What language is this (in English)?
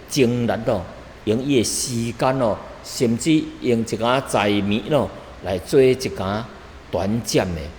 Min Nan Chinese